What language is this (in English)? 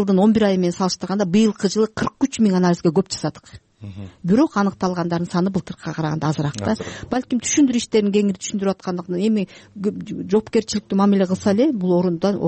Kyrgyz